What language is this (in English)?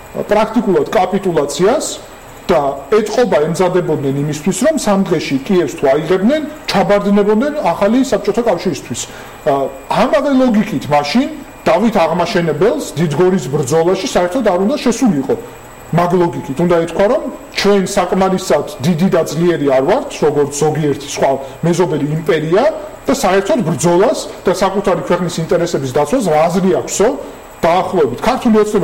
Georgian